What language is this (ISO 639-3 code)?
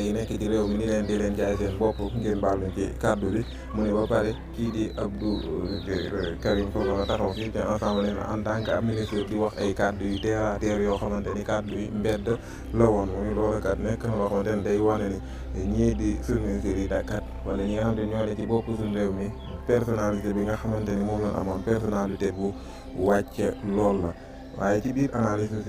wol